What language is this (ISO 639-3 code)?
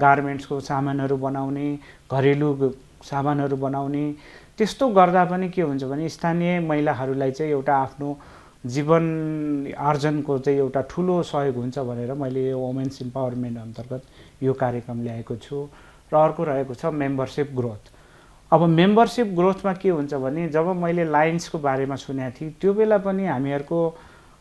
nep